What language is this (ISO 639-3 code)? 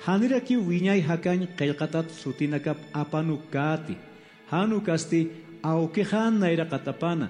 aym